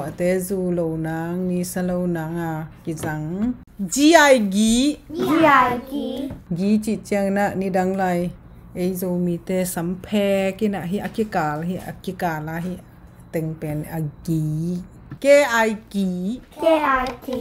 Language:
Tedim Chin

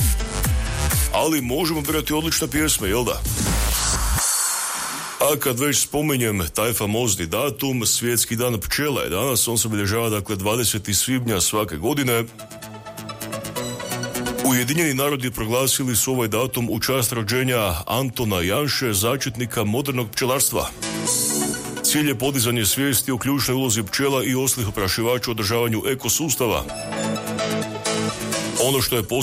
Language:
Croatian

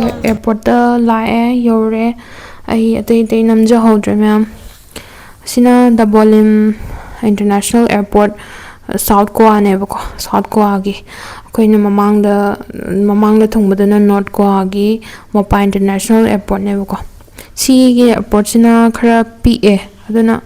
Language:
Manipuri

